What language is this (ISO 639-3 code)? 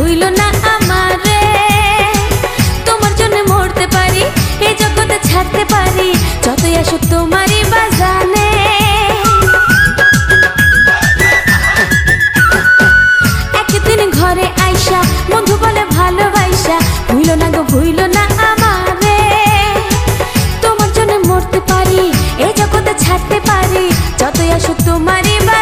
ben